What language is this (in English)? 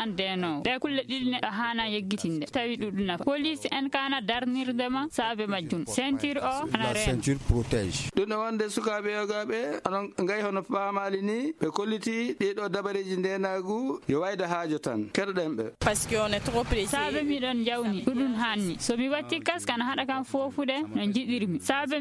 Fula